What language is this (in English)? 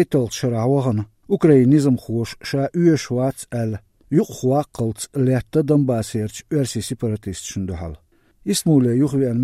Chechen